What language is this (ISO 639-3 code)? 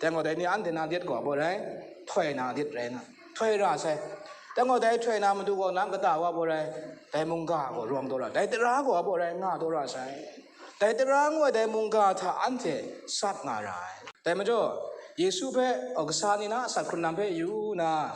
kac